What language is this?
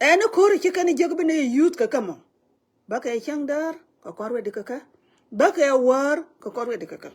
Nuer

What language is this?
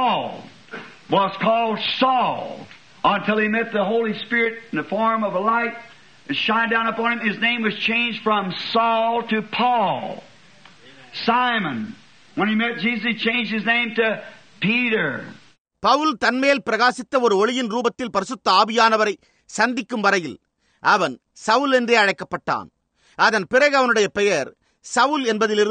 Tamil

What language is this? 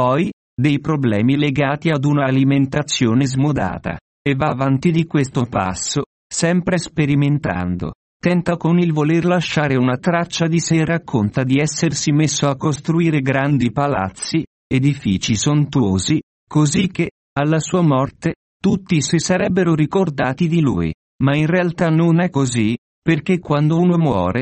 Italian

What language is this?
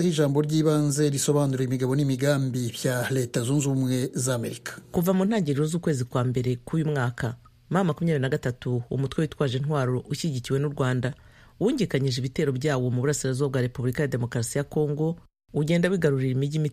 Kinyarwanda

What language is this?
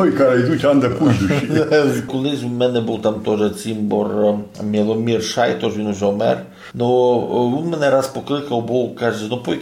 Rusyn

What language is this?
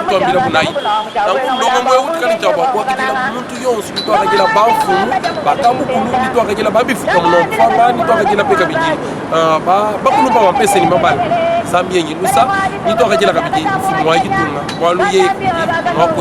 Luba-Lulua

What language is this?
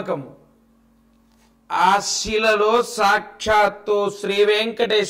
Telugu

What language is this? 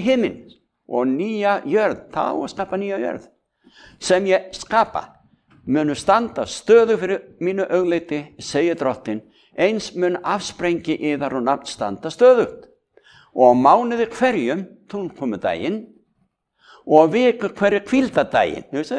Icelandic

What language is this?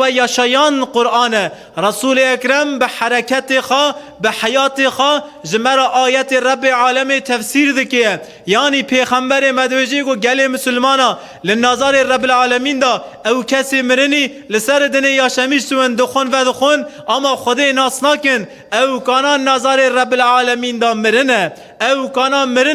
Kurdish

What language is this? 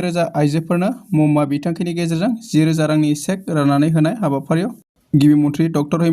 Bodo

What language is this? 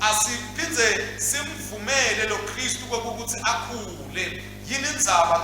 Swati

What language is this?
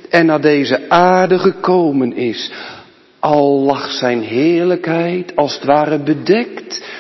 Dutch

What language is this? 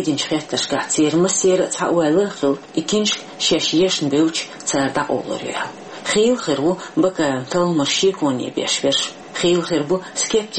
Chechen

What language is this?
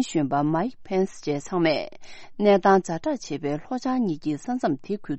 Tibetan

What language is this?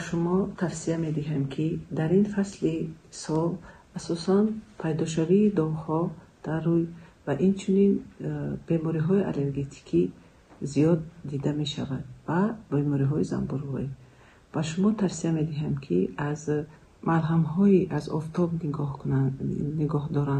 Tajik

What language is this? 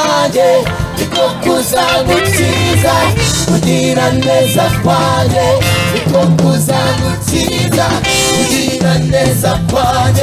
Kinyarwanda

